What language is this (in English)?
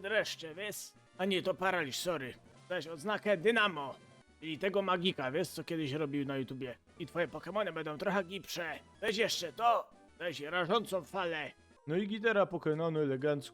Silesian